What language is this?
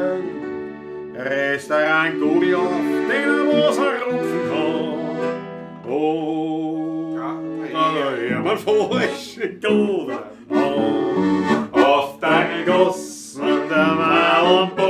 Bavarian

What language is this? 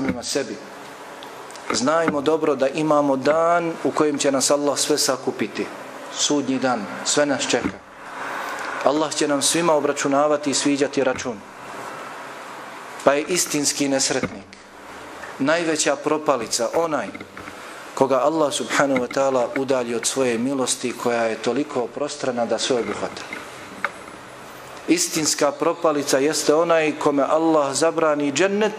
Bosnian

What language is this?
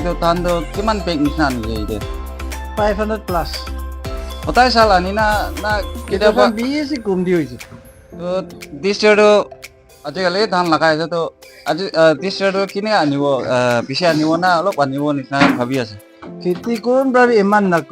Naga Pidgin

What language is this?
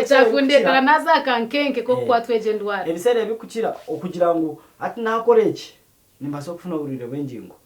Nyankole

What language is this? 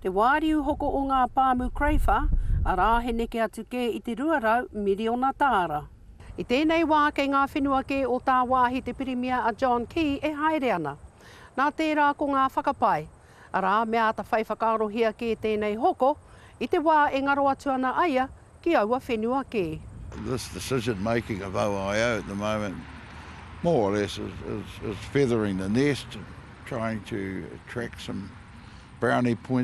Māori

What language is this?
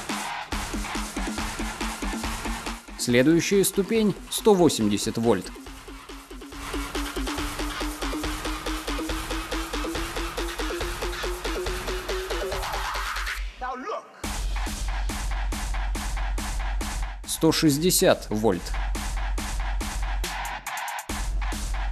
Russian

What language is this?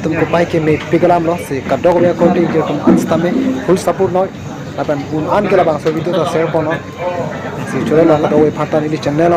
Karbi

